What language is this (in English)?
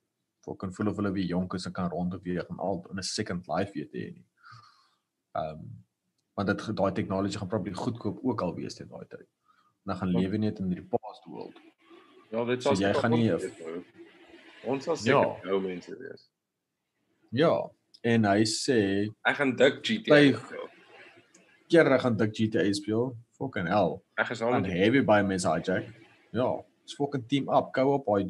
Afrikaans